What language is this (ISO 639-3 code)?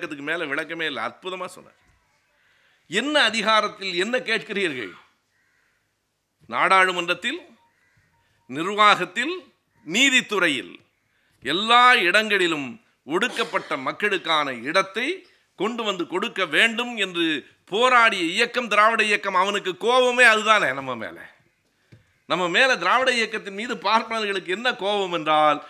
tam